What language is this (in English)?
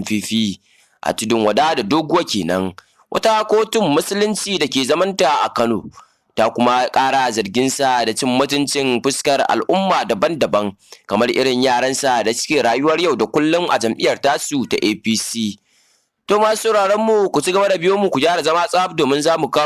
Hausa